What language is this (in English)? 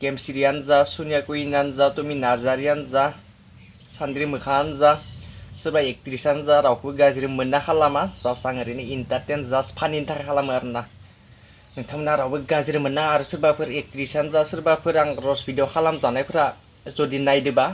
Bodo